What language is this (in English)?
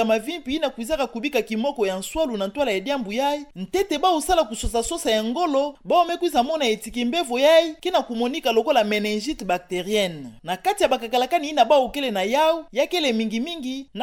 Kituba (Democratic Republic of Congo)